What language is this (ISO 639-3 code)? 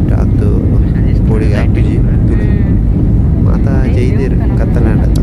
tcy